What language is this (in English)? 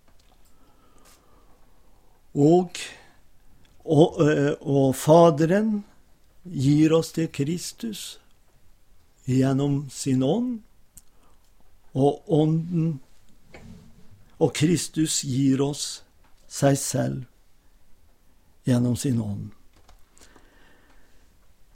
Norwegian